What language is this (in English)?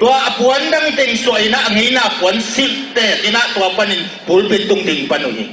Tedim Chin